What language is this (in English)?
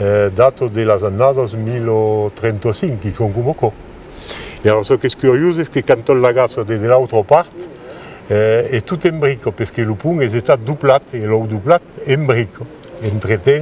Occitan